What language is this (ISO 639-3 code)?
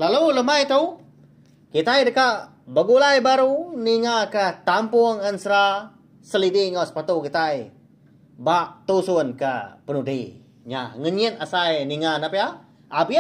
iba